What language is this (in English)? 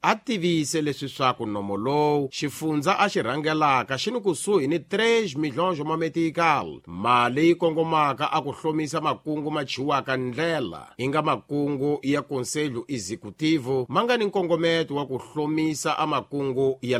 Tsonga